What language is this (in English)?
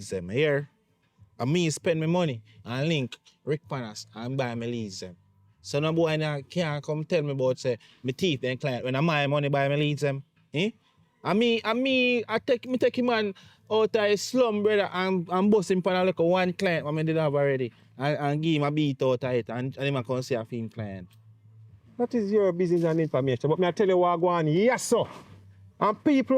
Jamaican Creole English